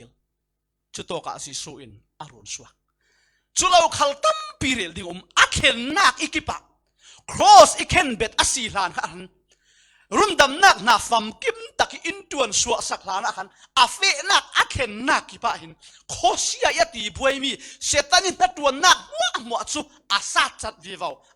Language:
Falam Chin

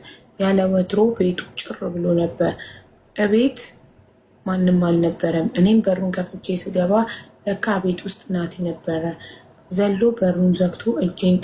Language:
Amharic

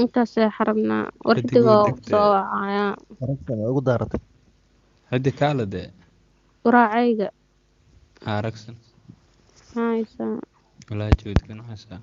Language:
Somali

